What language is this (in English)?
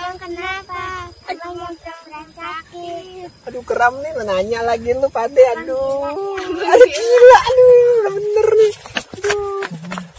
Betawi